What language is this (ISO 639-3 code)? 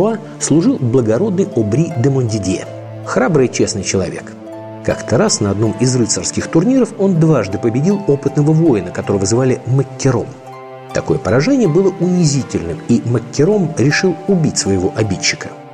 rus